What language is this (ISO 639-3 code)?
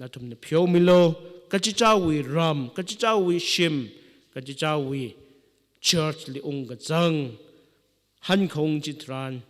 nmf